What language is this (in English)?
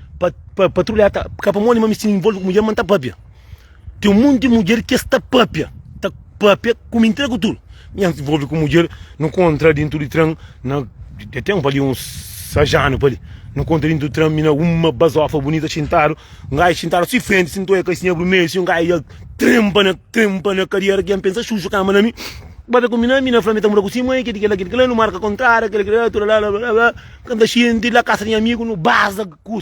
Kabuverdianu